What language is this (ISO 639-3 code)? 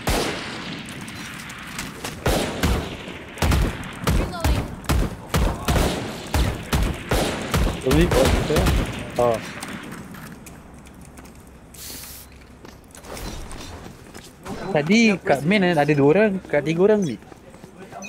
msa